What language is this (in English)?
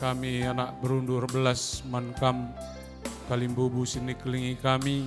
Batak Karo